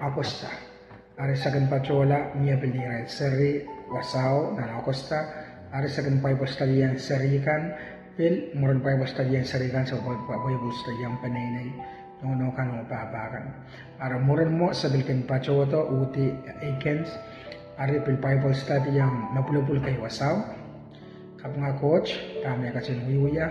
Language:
Pohnpeian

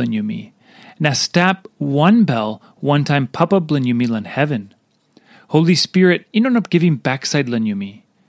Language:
Tok Pisin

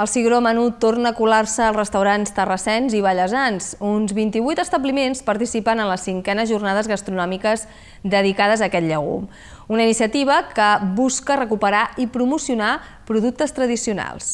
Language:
Catalan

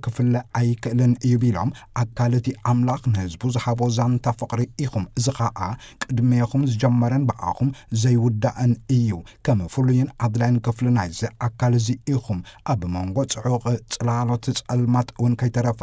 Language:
Tigrinya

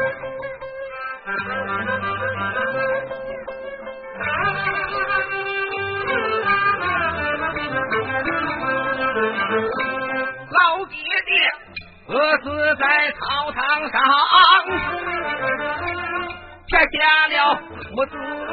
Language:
Chinese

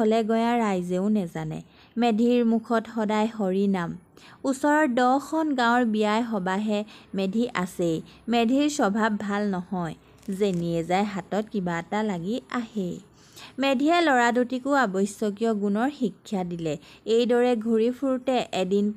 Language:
Assamese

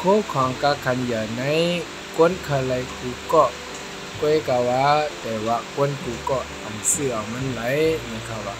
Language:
Shan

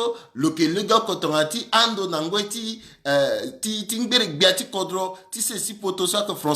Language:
Sango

